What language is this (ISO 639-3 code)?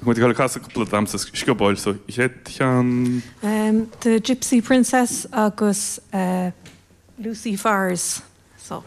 gle